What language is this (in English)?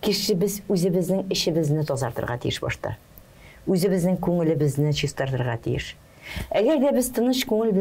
Tatar